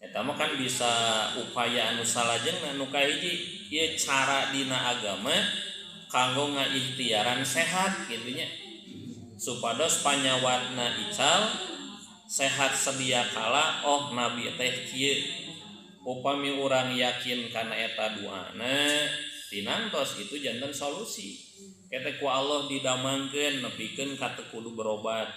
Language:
Sundanese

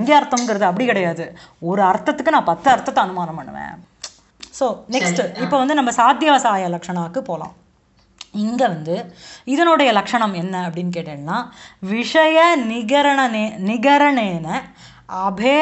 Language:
Tamil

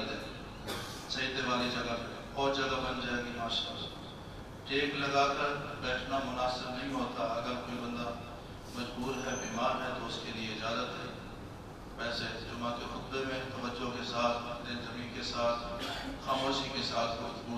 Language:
Urdu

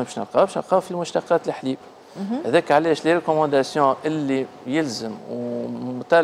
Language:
Tunisian Arabic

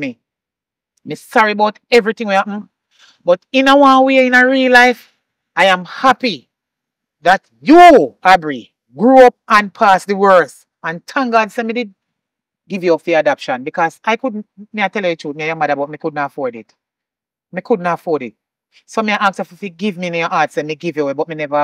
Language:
Jamaican Creole English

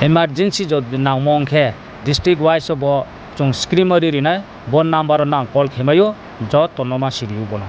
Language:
Riang (India)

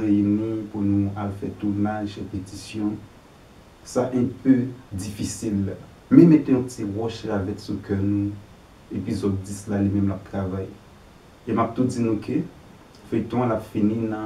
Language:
Haitian Creole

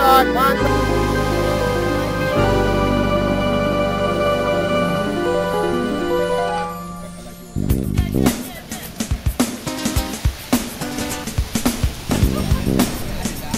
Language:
Malay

